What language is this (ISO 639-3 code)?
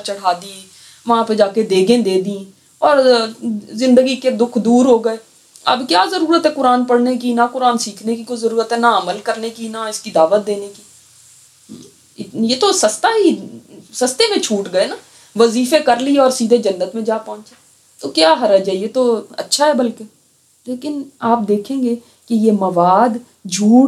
urd